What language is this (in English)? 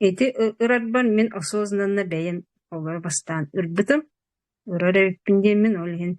Yakut